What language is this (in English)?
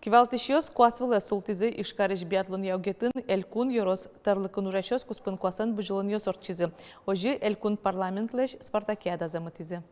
Udmurt